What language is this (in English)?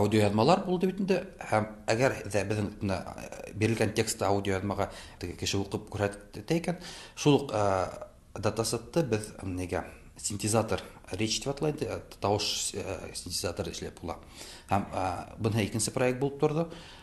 Tatar